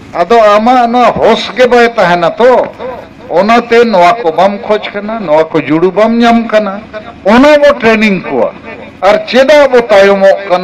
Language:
Santali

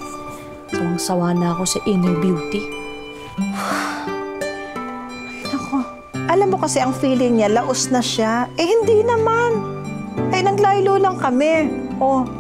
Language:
Filipino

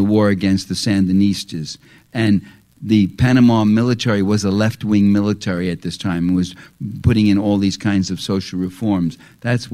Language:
English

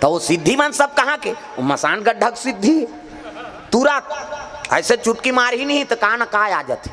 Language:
Chhattisgarhi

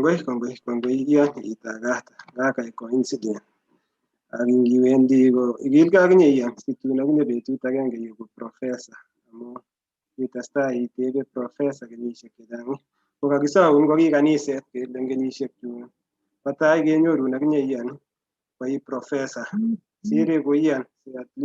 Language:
Kalenjin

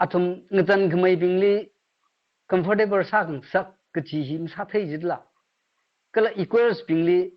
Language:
Tangkhul Naga (India)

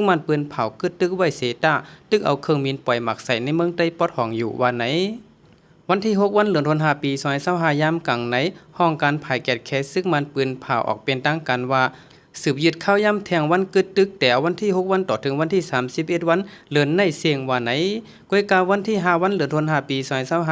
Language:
Shan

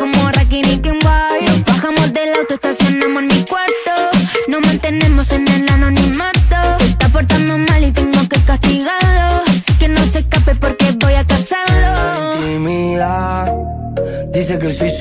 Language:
Spanish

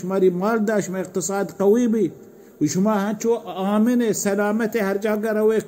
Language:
Baluchi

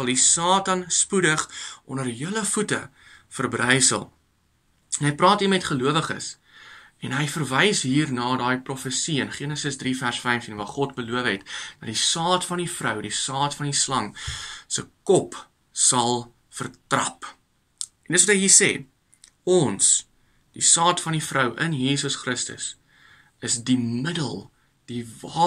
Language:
Afrikaans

